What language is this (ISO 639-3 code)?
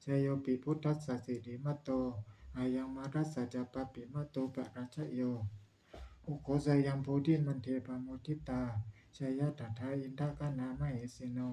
pli